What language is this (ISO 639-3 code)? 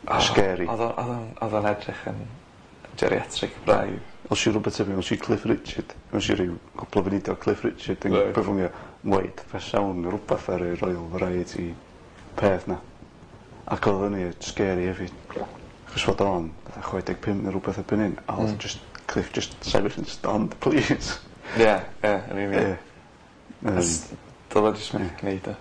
cym